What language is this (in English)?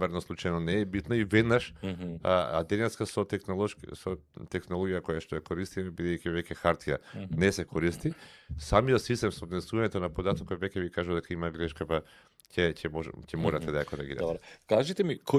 Macedonian